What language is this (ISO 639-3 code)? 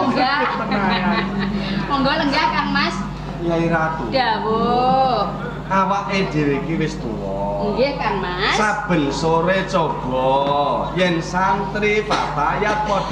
jav